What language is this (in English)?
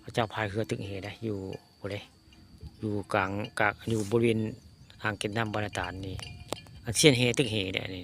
Northeastern Thai